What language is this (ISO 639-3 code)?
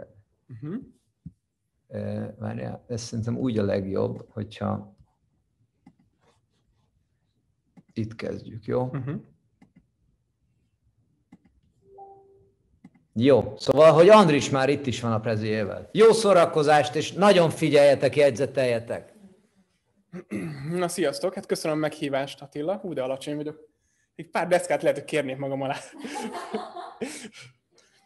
hun